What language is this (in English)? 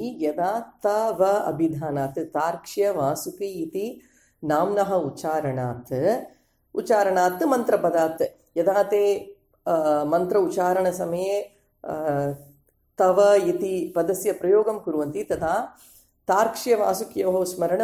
Sanskrit